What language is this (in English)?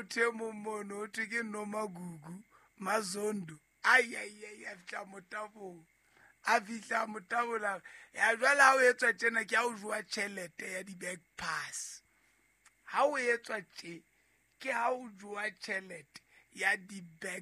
Southern Sotho